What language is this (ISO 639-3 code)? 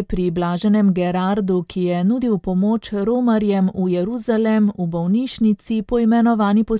slv